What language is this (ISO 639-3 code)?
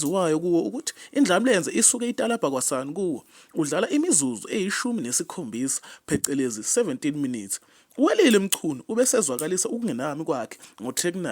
zul